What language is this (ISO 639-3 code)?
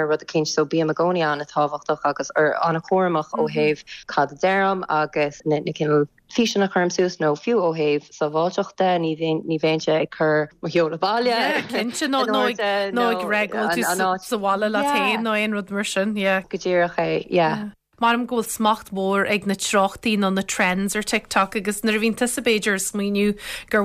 gle